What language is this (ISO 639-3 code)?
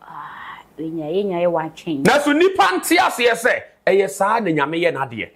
aka